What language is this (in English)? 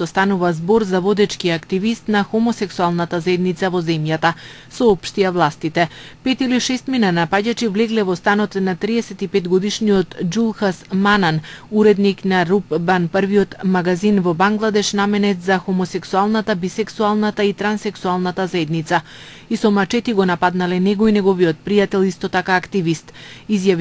Macedonian